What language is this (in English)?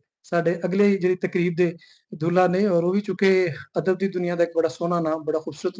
Western Panjabi